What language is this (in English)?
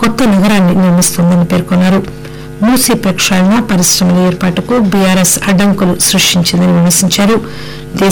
Telugu